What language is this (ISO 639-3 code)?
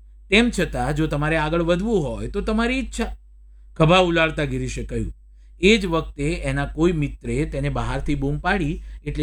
guj